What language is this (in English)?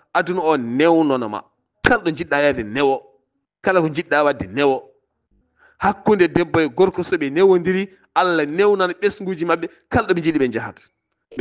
Fula